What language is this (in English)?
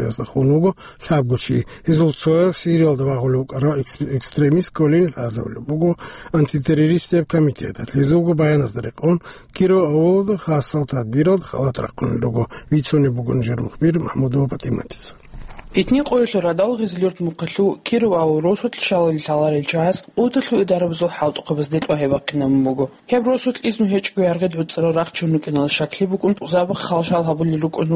Avaric